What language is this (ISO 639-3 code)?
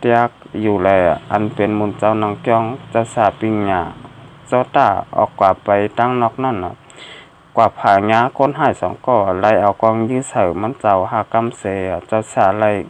shn